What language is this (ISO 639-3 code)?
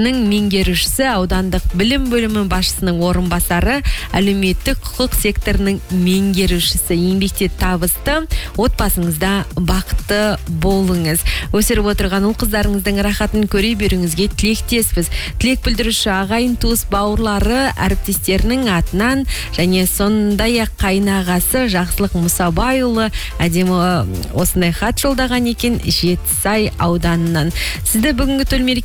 kaz